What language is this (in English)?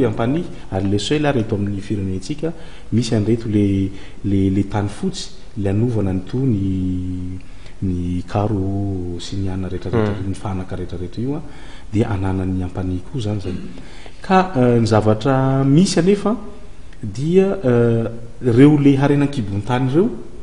Malagasy